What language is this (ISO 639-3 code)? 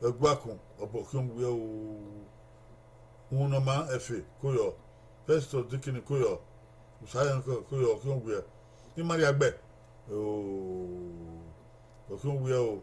bin